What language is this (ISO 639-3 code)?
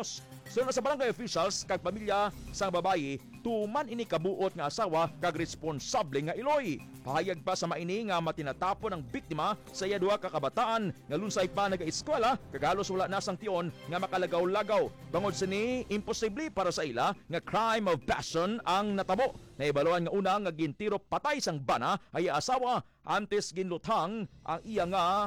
hil